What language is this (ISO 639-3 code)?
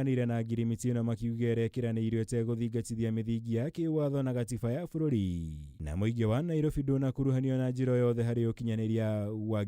kik